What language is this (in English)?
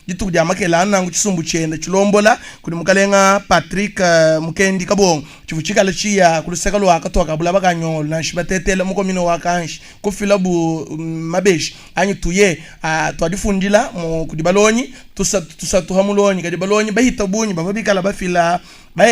Luba-Lulua